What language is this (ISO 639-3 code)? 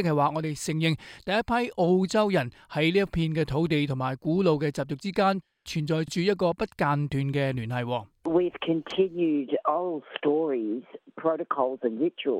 yue